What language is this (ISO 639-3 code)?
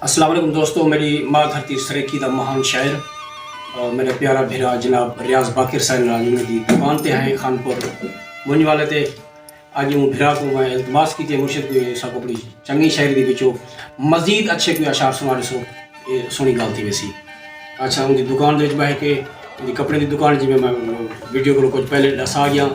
skr